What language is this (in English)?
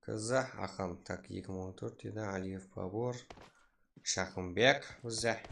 Kara-Kalpak